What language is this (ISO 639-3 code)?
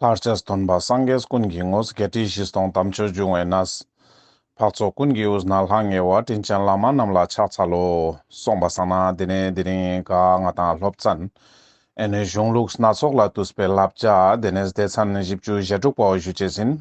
lbj